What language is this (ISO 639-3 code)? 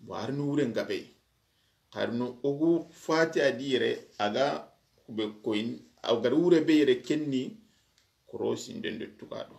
snk